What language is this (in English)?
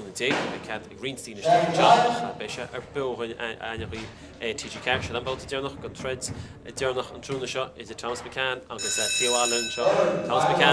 Irish